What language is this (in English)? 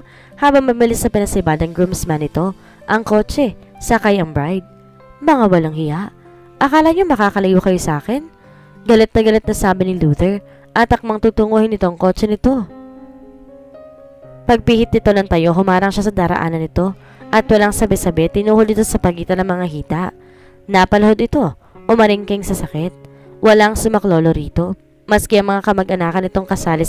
Filipino